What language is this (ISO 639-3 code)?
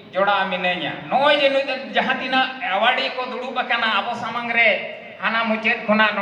sat